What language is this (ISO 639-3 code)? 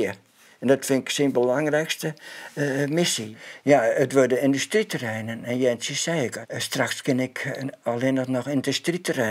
fry